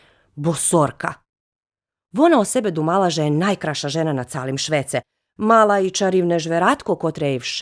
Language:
Rusyn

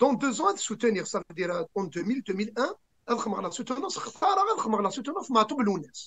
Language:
Kabyle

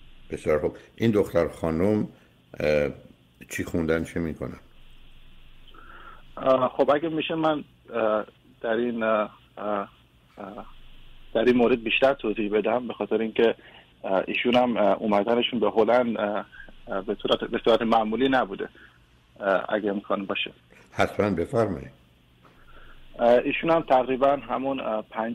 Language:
Persian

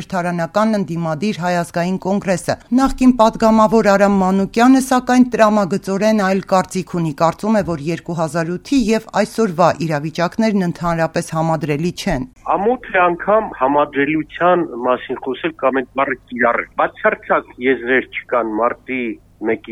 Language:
Armenian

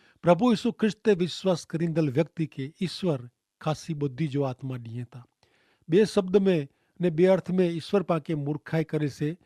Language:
Kachhi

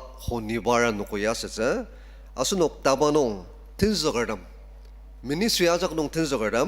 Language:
Ao Naga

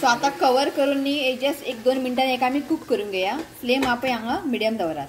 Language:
Konkani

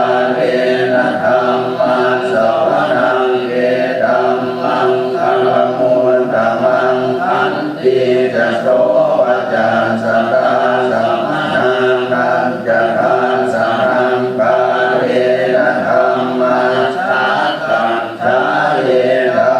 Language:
Pali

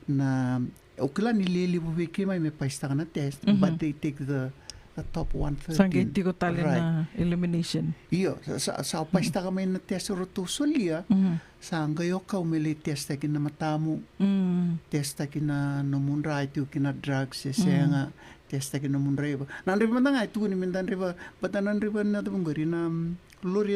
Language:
Fijian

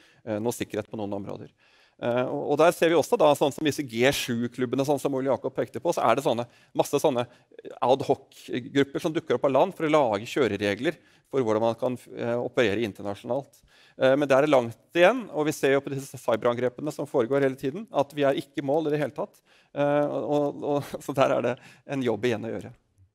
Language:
Norwegian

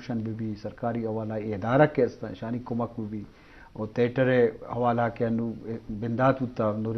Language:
Eastern Balochi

